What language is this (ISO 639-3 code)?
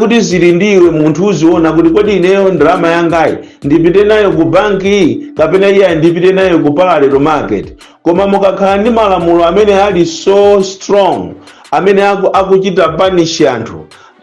nya